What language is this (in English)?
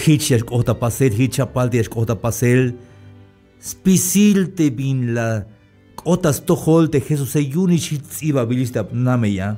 Tzeltal